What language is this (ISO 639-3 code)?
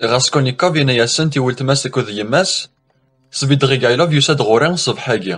kab